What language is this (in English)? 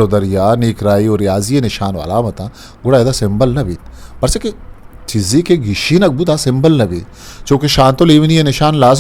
Eastern Balochi